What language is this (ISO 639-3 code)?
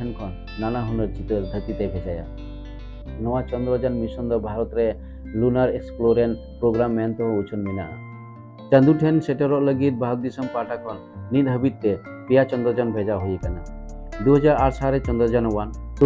sat